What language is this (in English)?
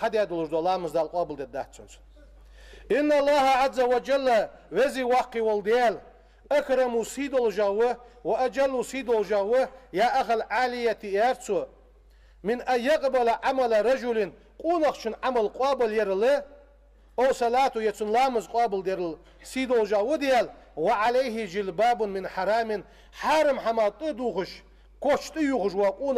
Ingush